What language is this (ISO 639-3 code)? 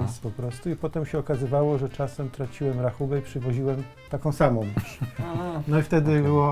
pol